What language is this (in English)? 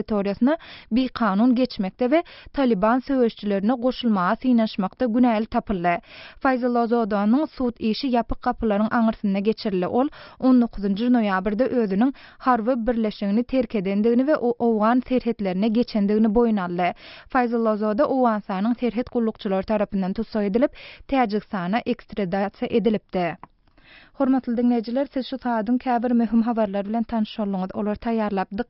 Turkmen